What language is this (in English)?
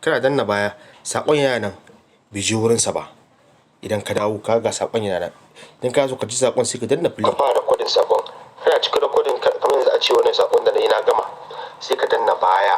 Hausa